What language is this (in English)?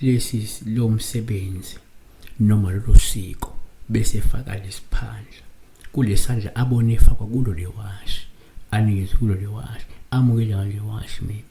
Zulu